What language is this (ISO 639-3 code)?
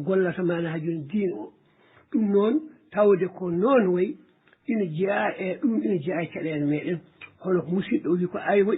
ful